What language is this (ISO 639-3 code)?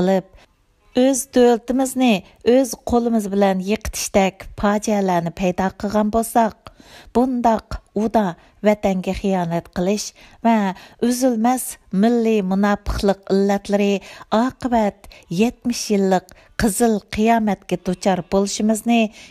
uig